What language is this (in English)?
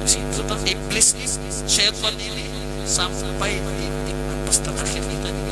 Banjar